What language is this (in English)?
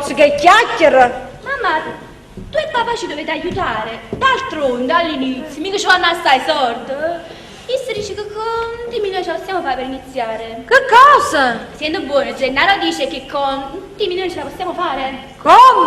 Neapolitan